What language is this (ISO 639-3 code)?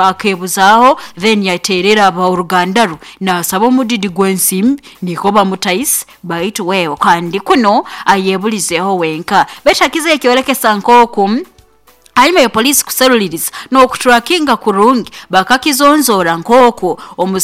nyo